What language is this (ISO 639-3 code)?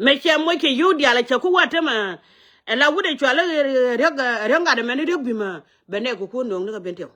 nus